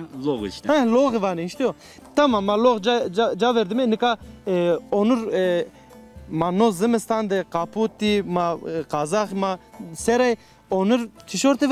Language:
Zaza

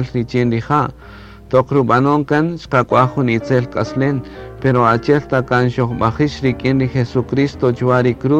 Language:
Kaqchikel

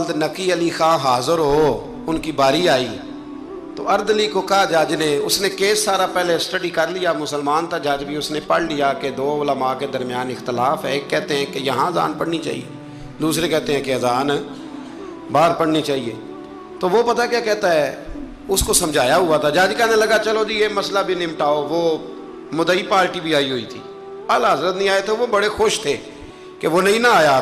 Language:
Urdu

